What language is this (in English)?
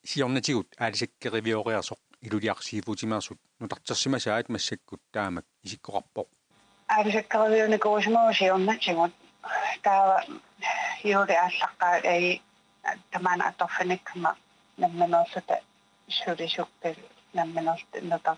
Kalaallisut